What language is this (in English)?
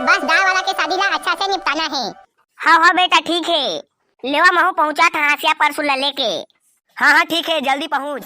Chhattisgarhi